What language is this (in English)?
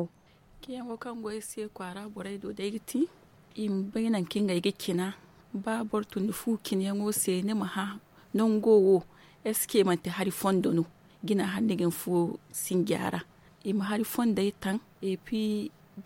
Zarma